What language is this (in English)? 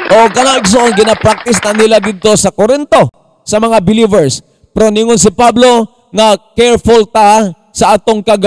Cebuano